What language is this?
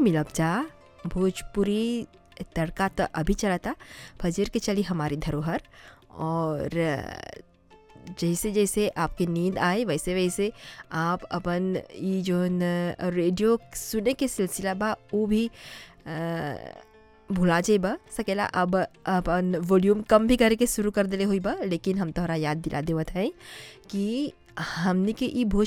Bhojpuri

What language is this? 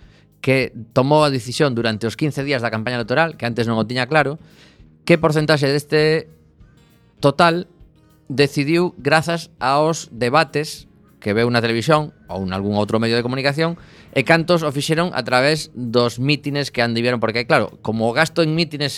Galician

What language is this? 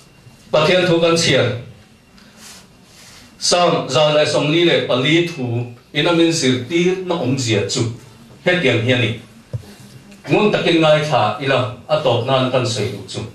Vietnamese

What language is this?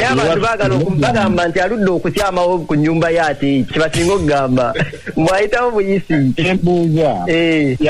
Ganda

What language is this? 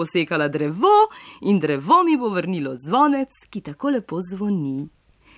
Slovenian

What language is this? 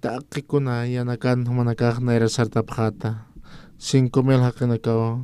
Aymara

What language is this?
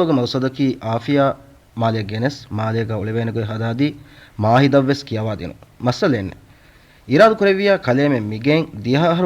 Divehi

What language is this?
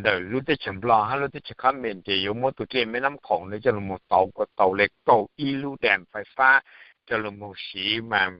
Hmong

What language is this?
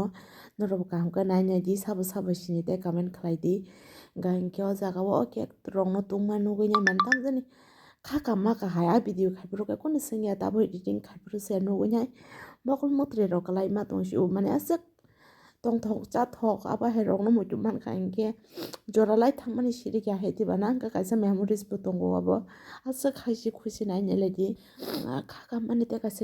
Kok Borok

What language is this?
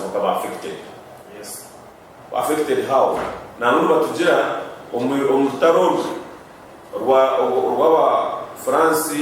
Nyankole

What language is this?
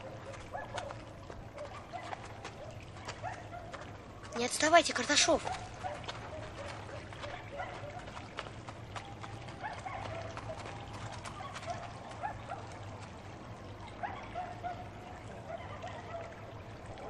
Russian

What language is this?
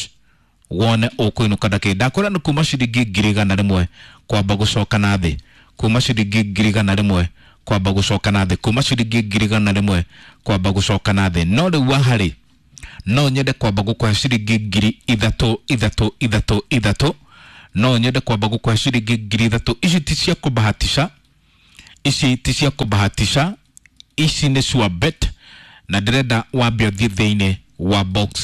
Kikuyu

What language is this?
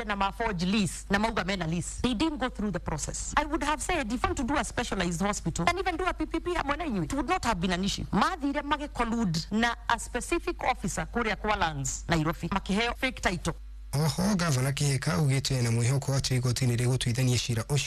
Kikuyu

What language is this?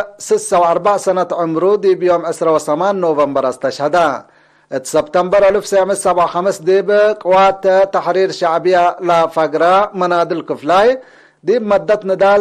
Tigre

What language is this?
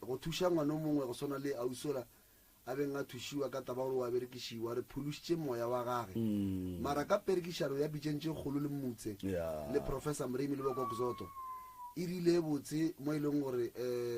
Northern Sotho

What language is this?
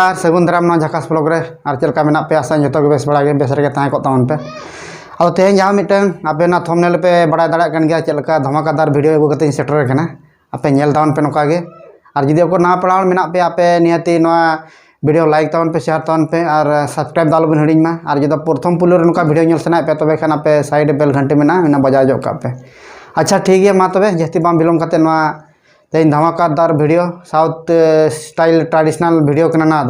Santali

